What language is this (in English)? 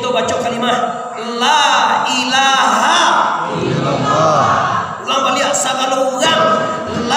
Minangkabau